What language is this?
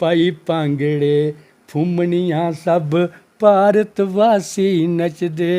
Dogri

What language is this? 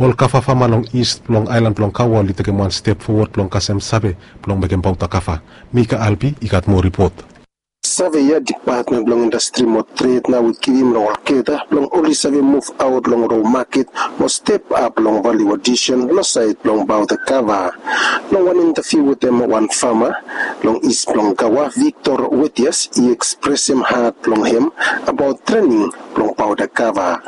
Bislama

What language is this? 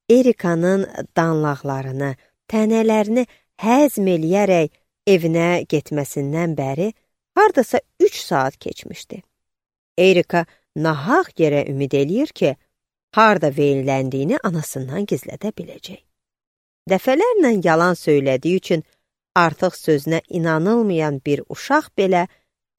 Azerbaijani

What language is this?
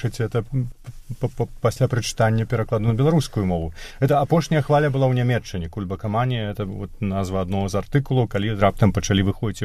Belarusian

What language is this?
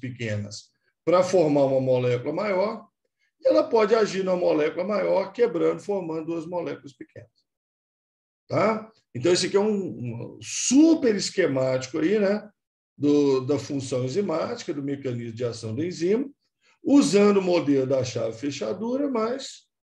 Portuguese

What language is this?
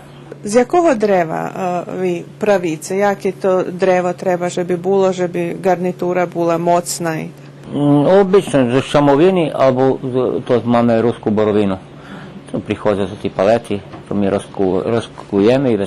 Rusyn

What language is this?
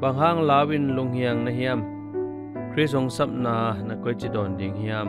Tedim Chin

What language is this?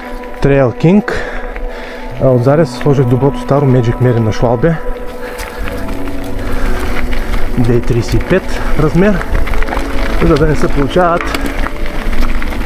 Bulgarian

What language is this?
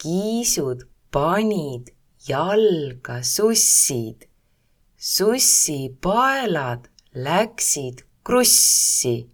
Estonian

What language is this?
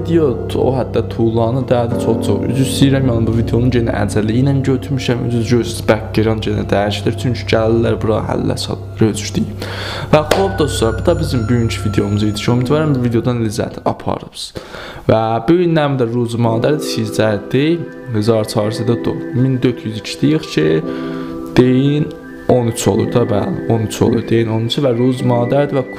South Azerbaijani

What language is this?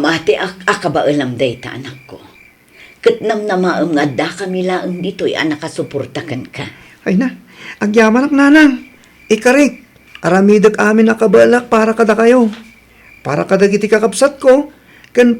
Iloko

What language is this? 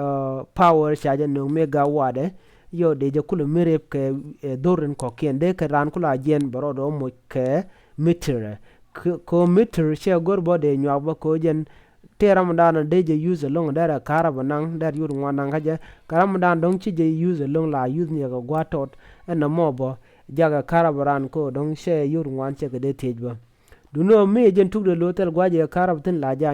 Nuer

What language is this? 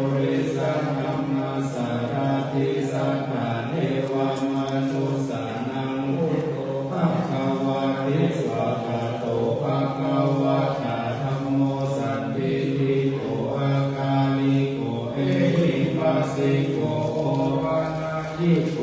Pali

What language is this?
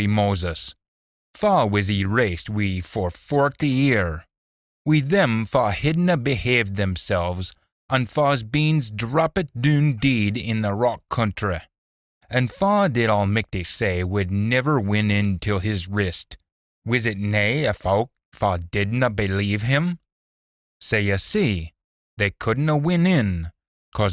Scots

